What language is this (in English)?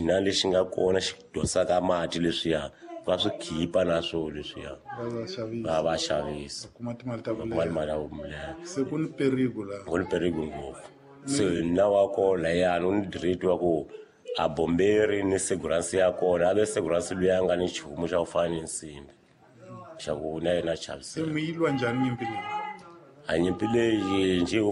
Tsonga